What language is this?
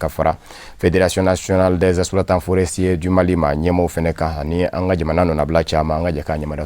Bambara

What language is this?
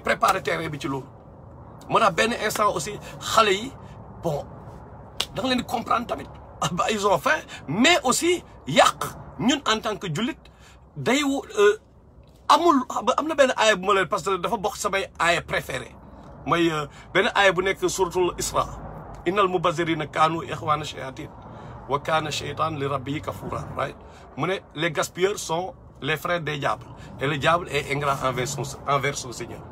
Wolof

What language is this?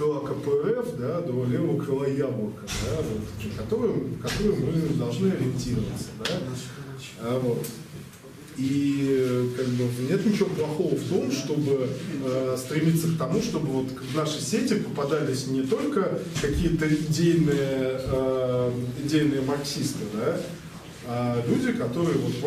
Russian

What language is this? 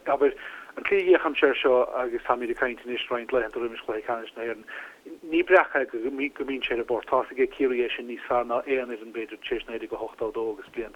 Irish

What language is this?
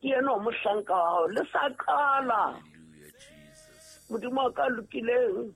Southern Sotho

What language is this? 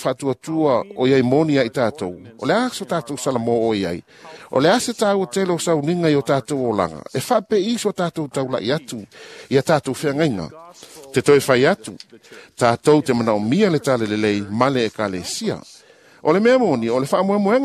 Samoan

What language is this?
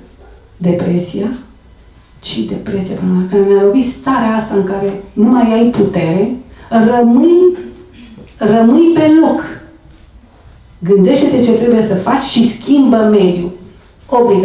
Romanian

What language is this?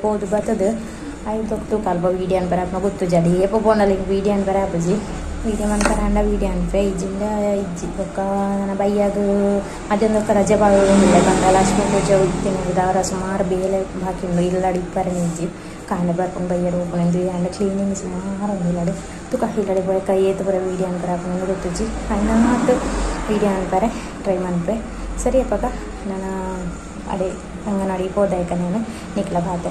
Tulu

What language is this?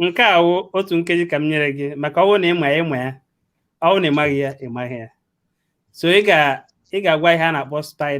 Igbo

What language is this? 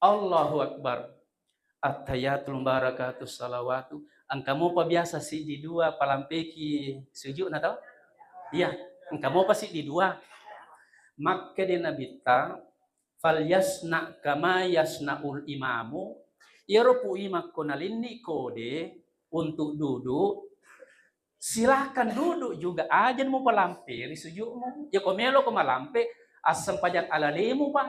Buginese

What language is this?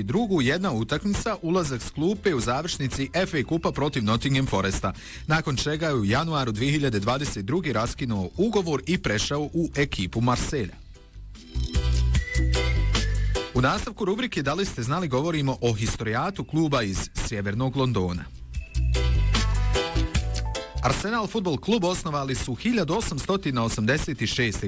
Bosnian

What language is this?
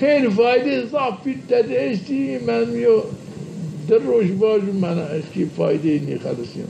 Zaza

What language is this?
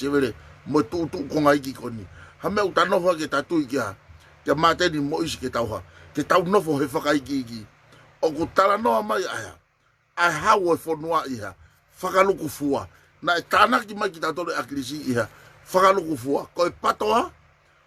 Tongan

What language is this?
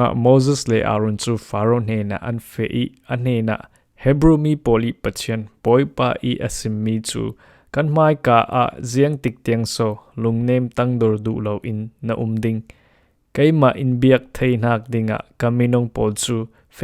Falam Chin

